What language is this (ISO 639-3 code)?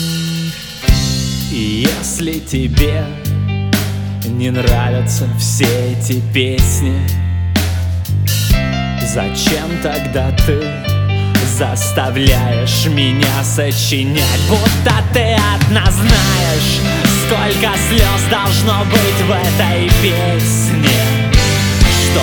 rus